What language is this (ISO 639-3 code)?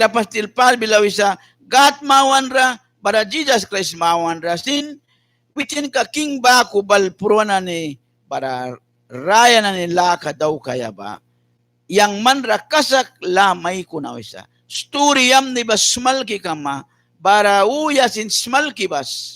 miq